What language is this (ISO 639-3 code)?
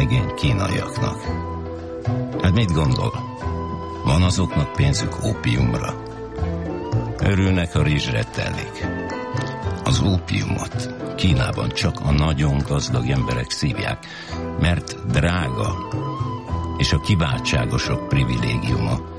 hun